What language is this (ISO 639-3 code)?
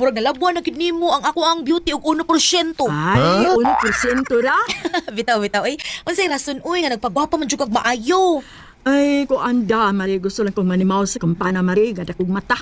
ceb